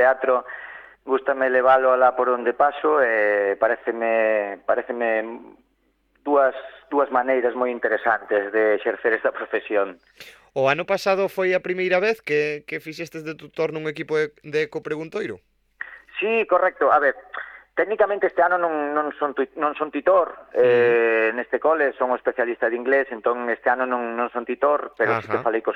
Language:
Galician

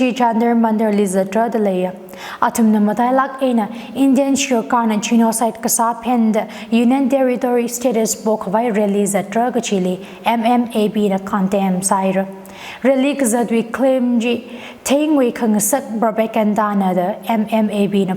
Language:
Tangkhul Naga (India)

